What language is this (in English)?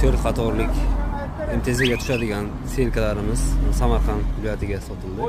Uzbek